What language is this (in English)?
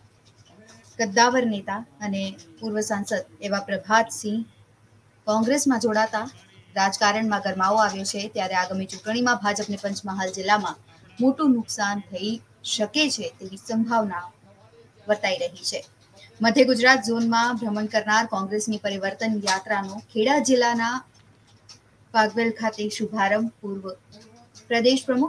Gujarati